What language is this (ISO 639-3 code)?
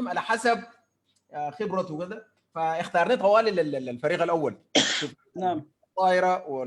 apd